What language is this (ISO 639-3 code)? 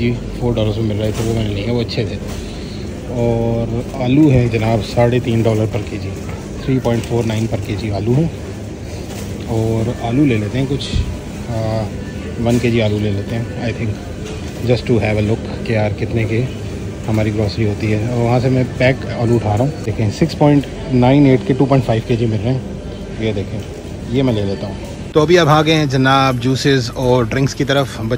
hin